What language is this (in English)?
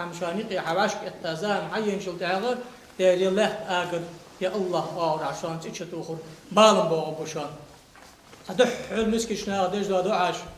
Ingush